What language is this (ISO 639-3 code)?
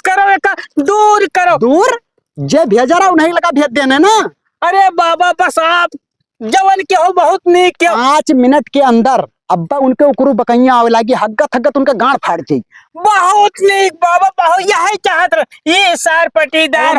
awa